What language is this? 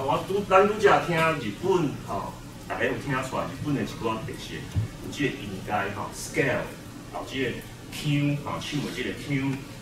Min Nan Chinese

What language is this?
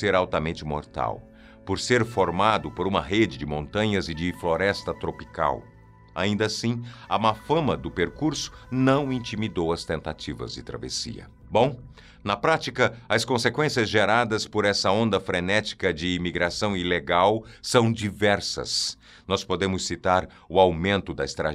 Portuguese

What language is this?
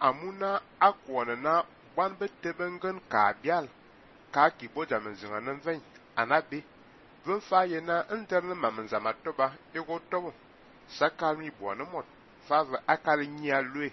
Fang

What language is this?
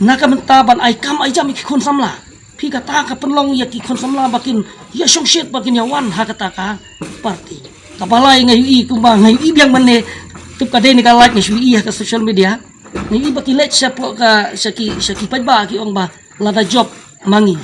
Khasi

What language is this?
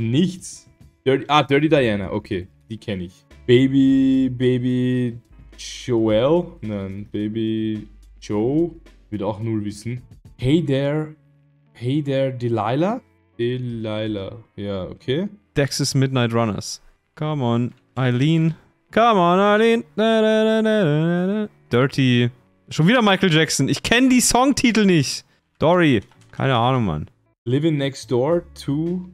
German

